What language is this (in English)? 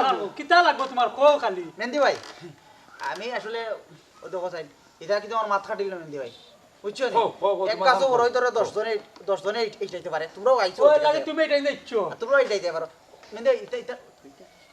Sylheti